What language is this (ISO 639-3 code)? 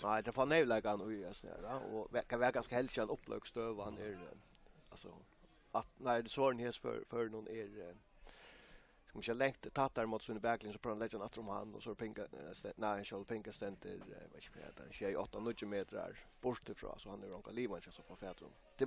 fao